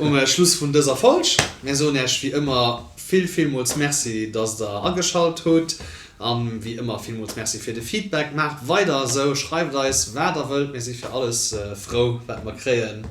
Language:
Luxembourgish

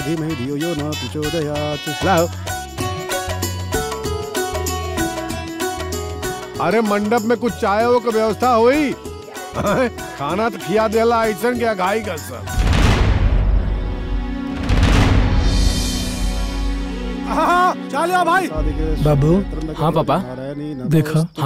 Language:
Bhojpuri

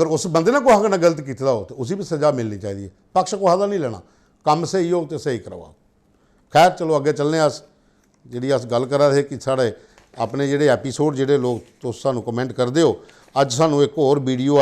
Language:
Dogri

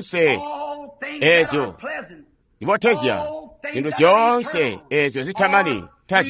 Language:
Tonga (Zambia)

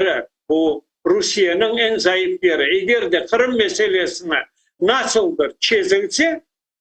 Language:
Crimean Tatar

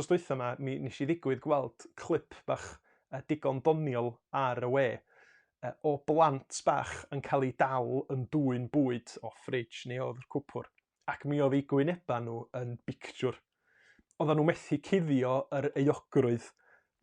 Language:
Welsh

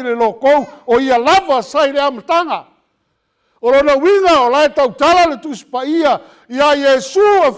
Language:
Samoan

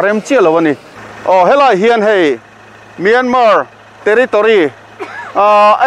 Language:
Mizo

